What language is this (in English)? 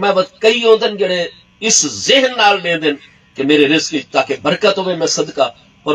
Saraiki